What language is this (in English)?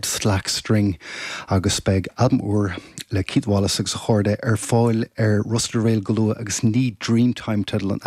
Irish